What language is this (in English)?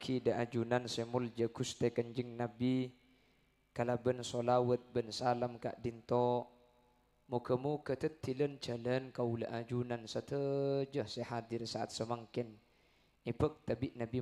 Madurese